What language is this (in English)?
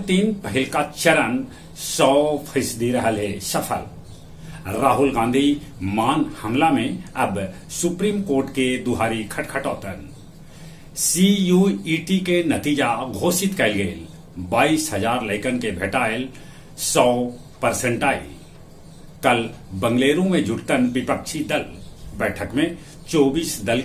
Magahi